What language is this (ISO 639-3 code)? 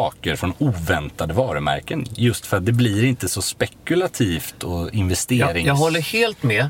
swe